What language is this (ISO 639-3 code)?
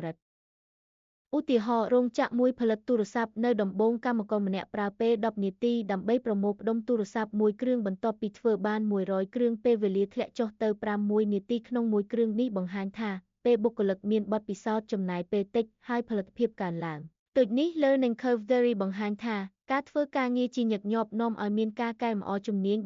khm